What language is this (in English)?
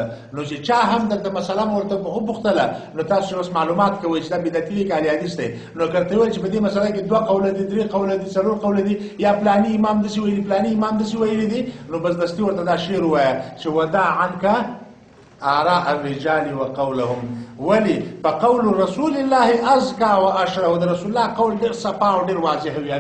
Pashto